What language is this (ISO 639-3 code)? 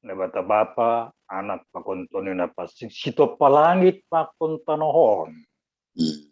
bts